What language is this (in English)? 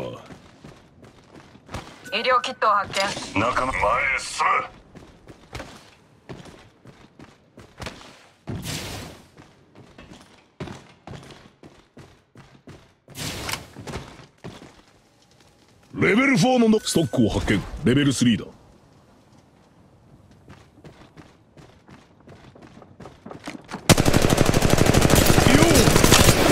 Japanese